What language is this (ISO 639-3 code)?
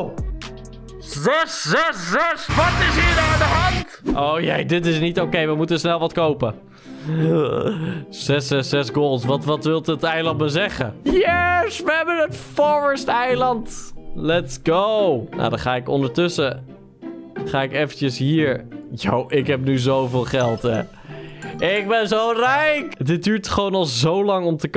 nld